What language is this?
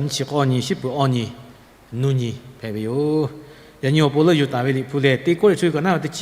Lahu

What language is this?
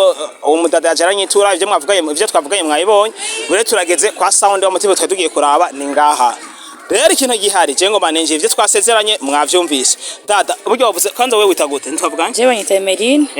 Rundi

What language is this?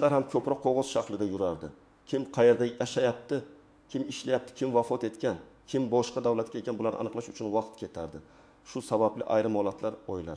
Uzbek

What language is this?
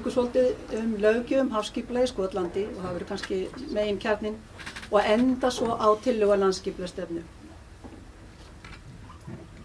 Icelandic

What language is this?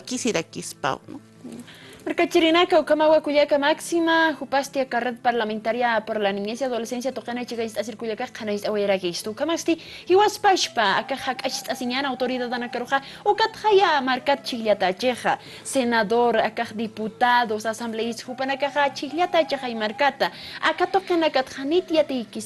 Aymara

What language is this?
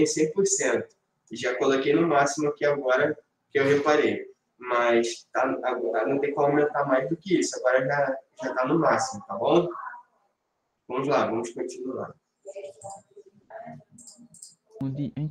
Portuguese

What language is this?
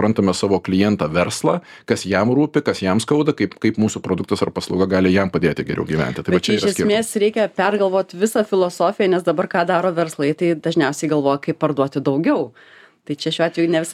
Lithuanian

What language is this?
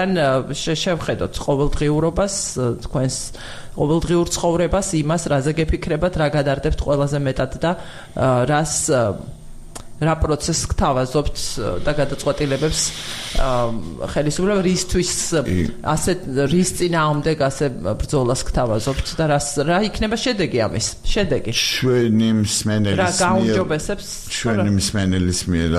Georgian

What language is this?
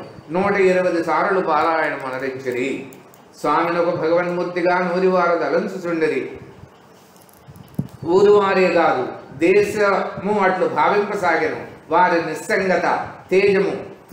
Telugu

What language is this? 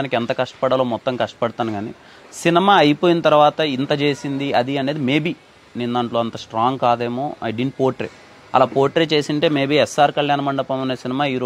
Telugu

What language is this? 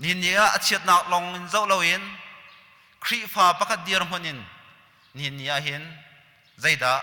Hakha Chin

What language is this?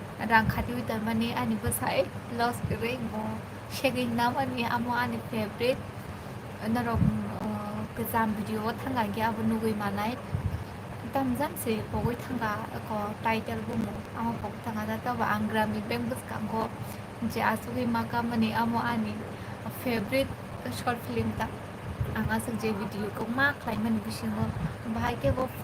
Kok Borok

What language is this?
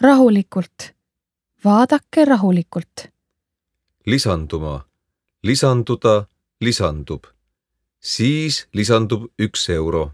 Estonian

